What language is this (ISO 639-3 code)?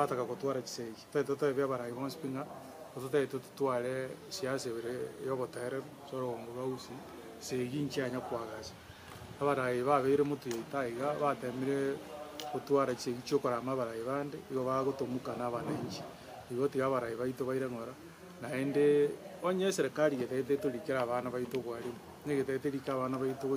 guz